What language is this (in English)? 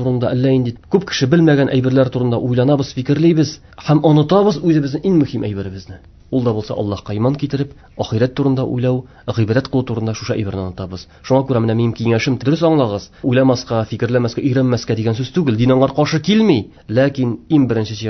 Tatar